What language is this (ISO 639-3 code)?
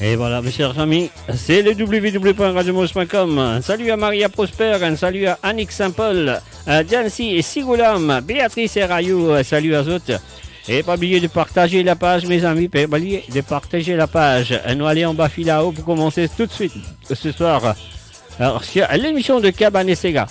mfe